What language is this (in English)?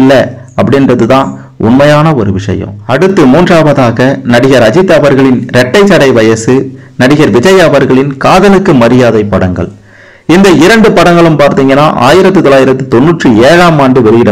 Tamil